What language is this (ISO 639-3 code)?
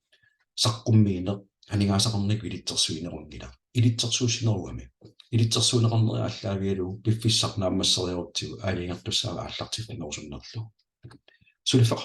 kal